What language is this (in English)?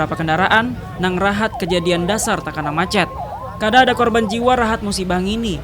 Banjar